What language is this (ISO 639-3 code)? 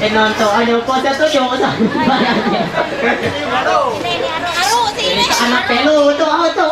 mhy